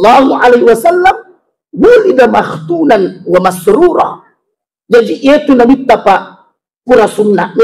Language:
Buginese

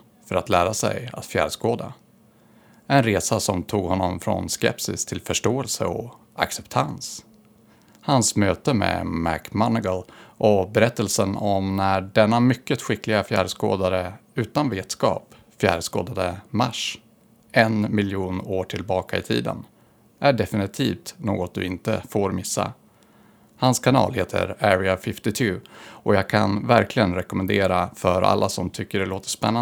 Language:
Swedish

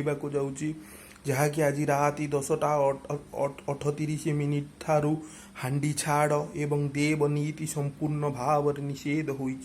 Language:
Odia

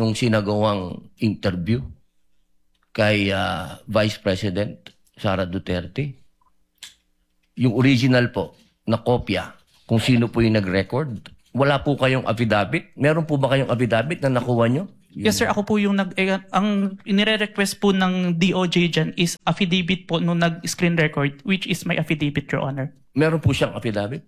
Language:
Filipino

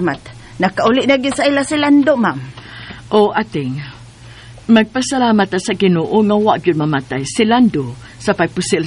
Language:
Cebuano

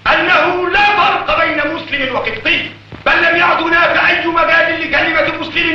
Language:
Egyptian Arabic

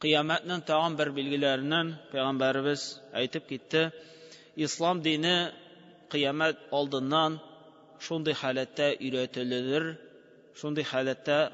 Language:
Tatar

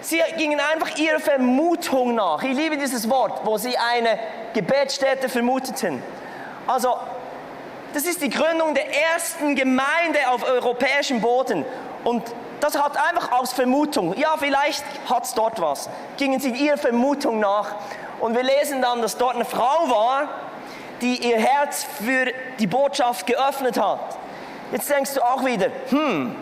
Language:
Swiss German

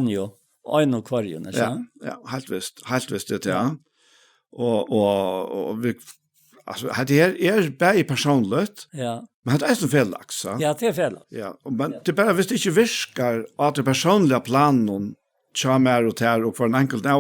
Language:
Faroese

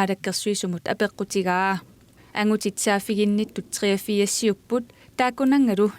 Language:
Kalaallisut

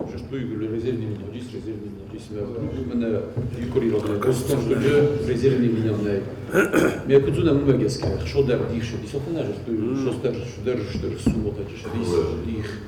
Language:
Ossetic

